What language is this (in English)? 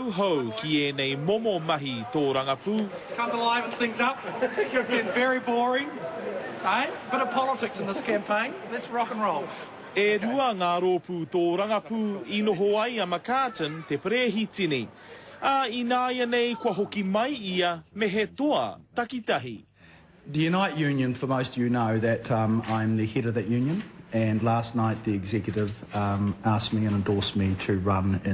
Māori